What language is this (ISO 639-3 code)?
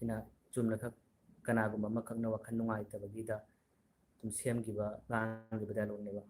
mni